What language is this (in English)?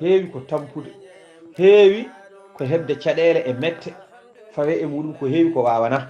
Fula